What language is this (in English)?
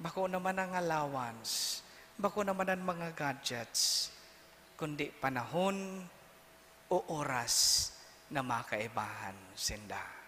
Bikol